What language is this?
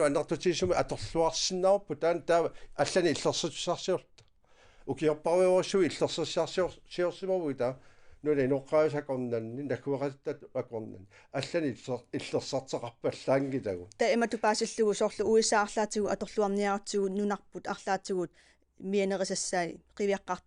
Kalaallisut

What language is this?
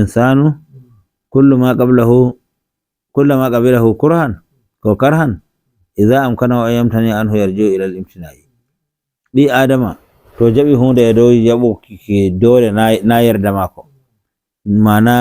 Nigerian Fulfulde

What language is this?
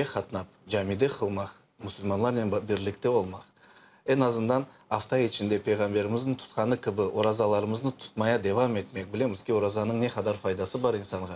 Crimean Tatar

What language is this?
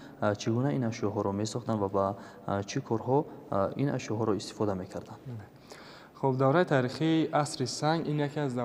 Tajik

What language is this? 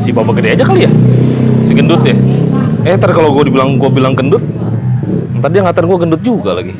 Betawi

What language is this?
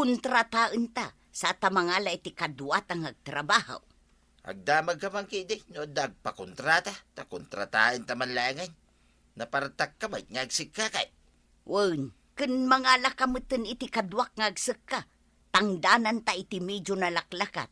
Iloko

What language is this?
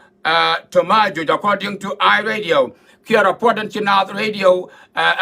Nuer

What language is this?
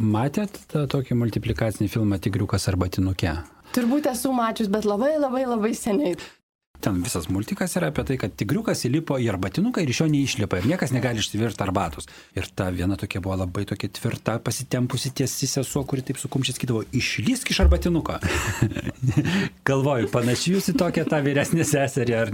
Lithuanian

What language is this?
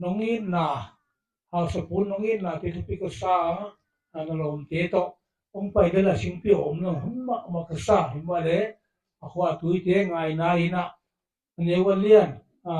Paite Chin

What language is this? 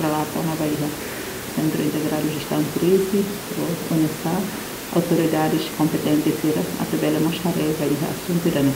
Tetum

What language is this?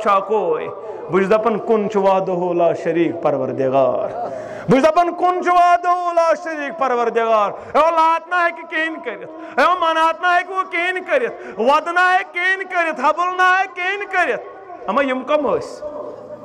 Kashmiri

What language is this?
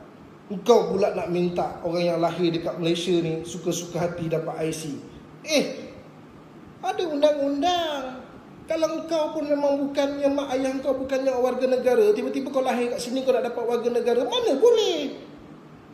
Malay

